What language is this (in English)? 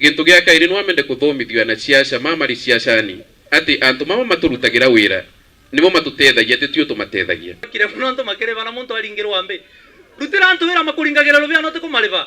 Meru